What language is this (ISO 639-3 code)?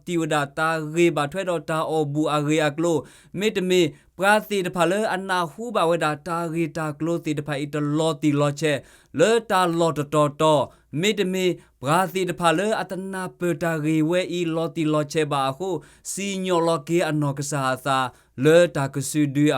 ksw